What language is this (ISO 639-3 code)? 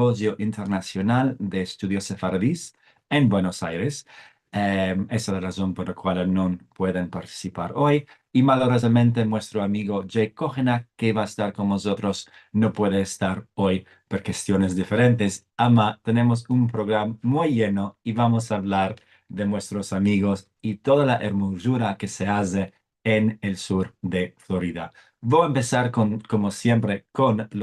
lad